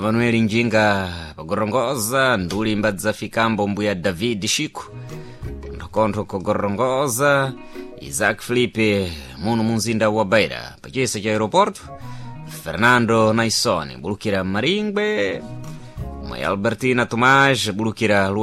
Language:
Sena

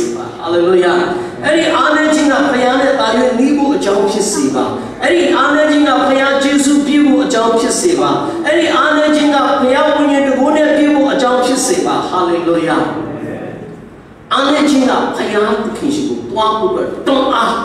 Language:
Burmese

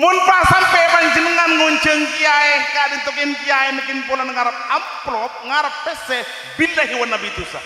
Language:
Madurese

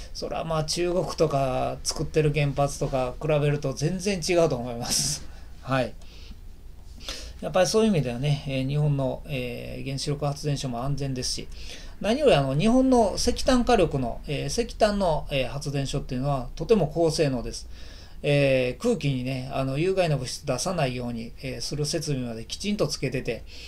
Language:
Japanese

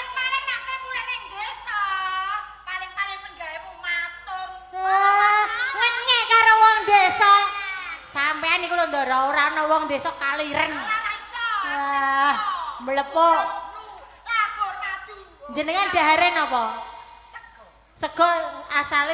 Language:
Javanese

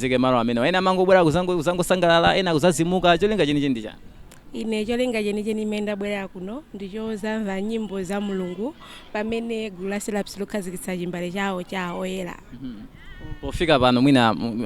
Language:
Nyanja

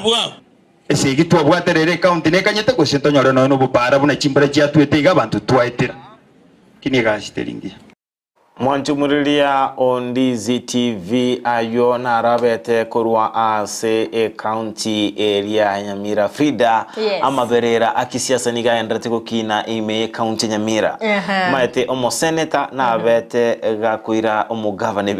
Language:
Gusii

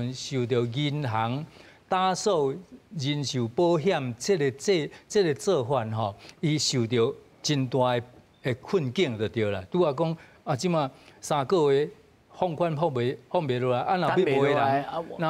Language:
Min Nan Chinese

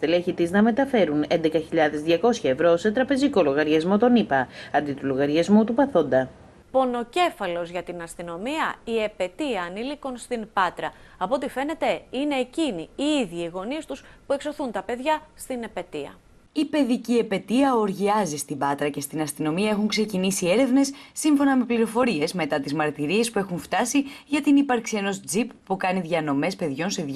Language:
Greek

